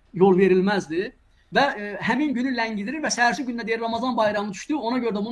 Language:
Azerbaijani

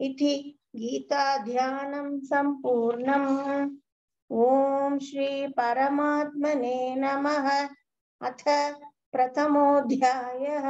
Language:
Sanskrit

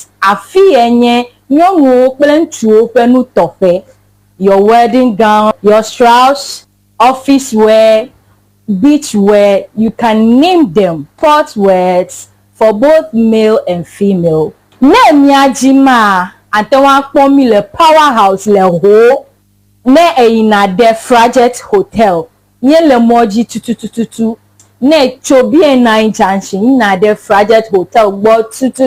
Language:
Ewe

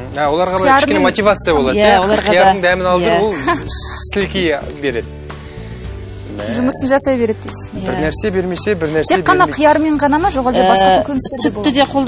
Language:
Kazakh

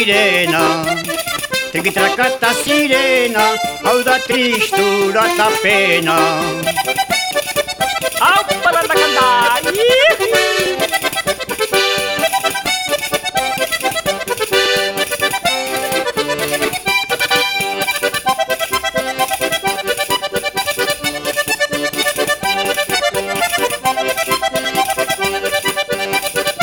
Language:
Basque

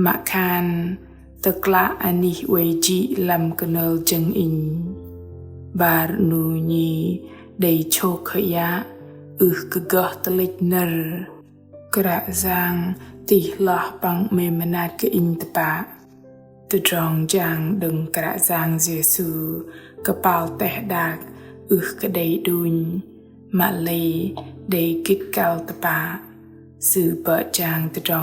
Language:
Bahnar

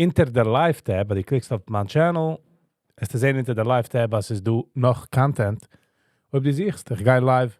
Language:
Yiddish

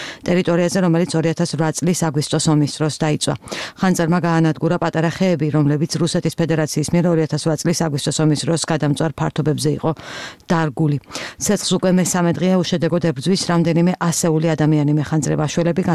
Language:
Georgian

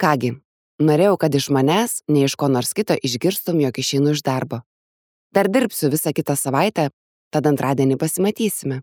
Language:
Lithuanian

